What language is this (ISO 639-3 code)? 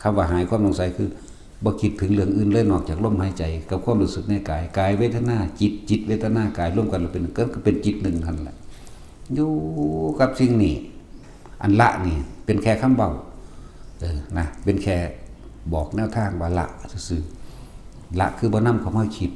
tts